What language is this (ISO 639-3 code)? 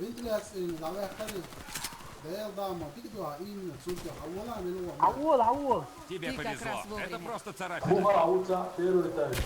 che